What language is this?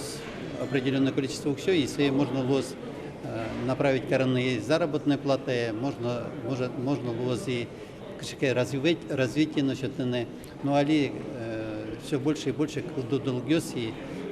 Udmurt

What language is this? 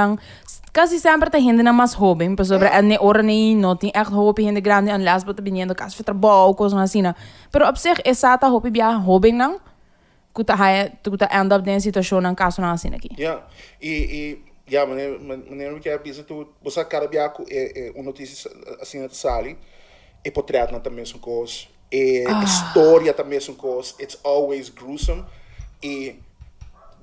Papiamento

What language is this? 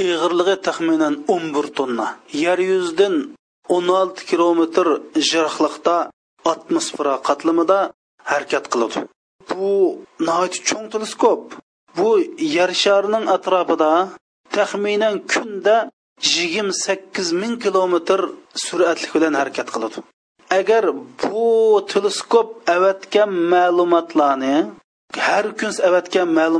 Uyghur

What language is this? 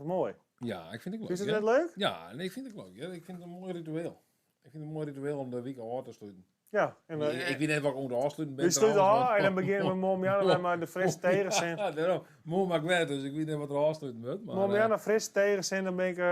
Western Frisian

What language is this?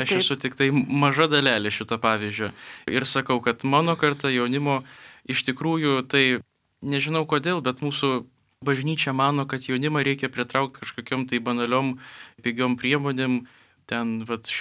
Lithuanian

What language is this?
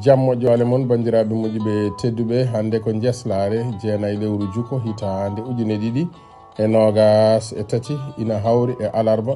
Fula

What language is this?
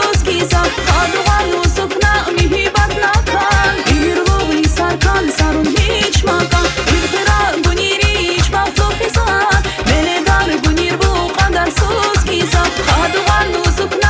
Tabassaran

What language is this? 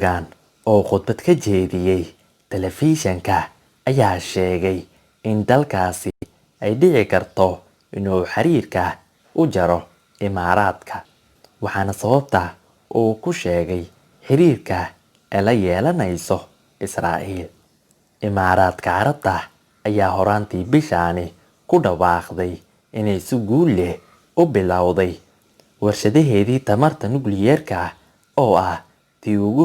Somali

